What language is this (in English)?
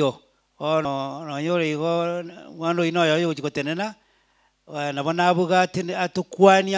Gusii